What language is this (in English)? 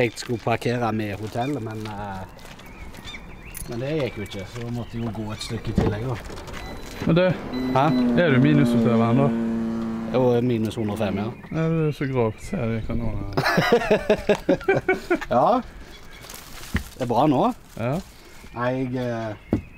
Norwegian